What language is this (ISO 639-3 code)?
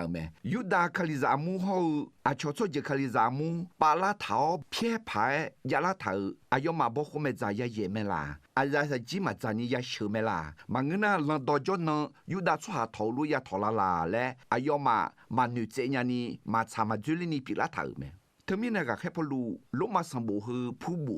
ahk